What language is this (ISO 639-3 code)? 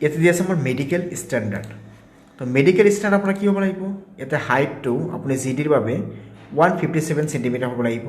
asm